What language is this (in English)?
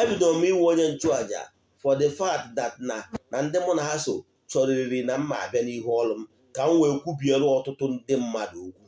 Igbo